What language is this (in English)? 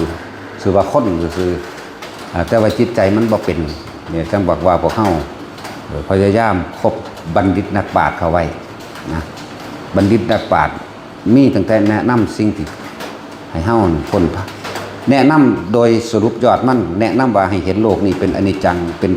Lao